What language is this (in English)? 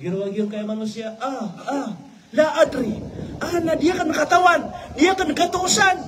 Maranao